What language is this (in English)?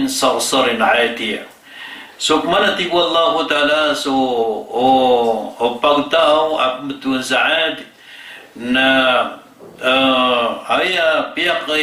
Maranao